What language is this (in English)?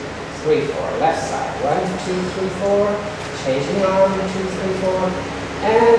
English